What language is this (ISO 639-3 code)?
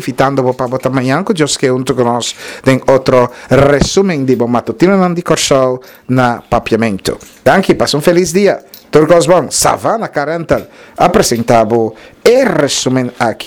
pap